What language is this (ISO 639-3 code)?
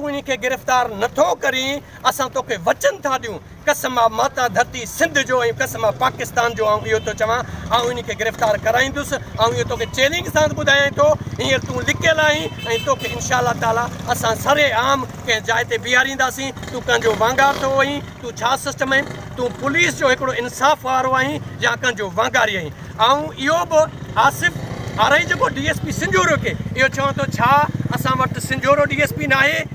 snd